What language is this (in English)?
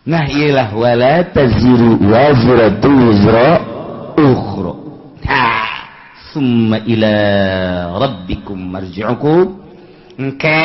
Sundanese